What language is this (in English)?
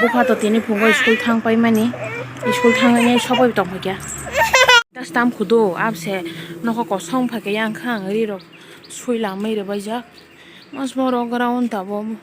Kok Borok